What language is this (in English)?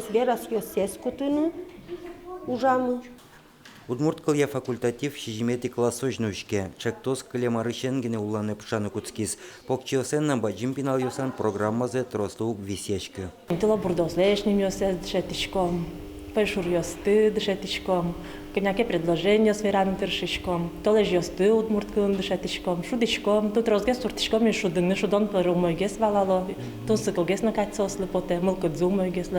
Udmurt